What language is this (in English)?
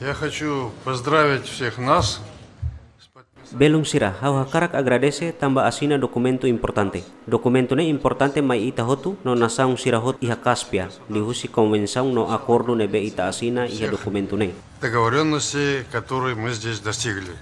Tetum